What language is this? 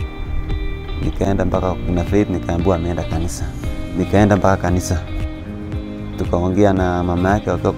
Swahili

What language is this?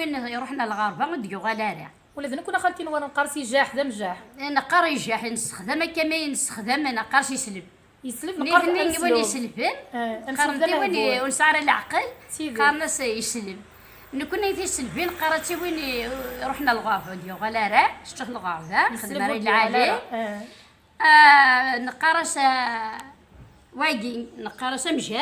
Kabyle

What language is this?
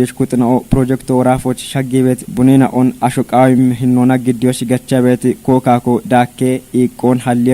Kafa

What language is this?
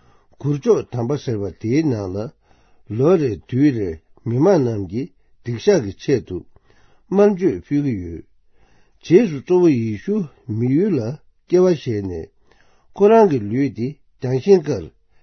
Tibetan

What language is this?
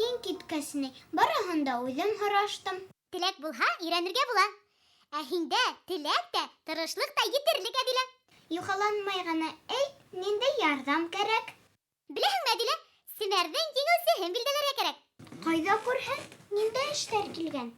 Bashkir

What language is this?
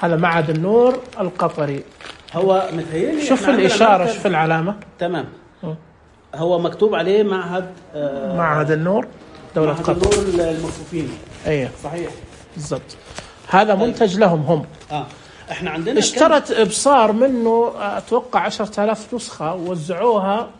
Najdi Arabic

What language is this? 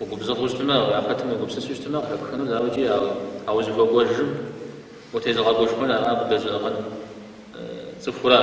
Kabardian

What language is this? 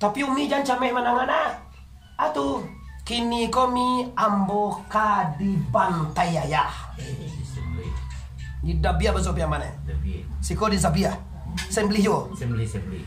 Minangkabau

